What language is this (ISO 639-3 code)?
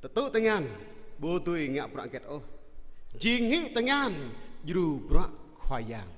jra